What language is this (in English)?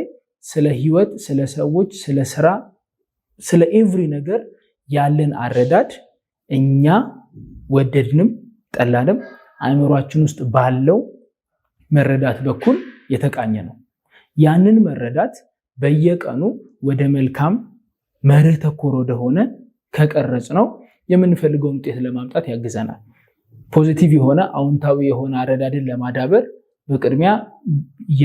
Amharic